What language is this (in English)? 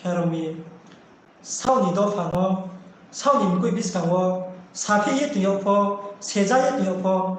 Riang (India)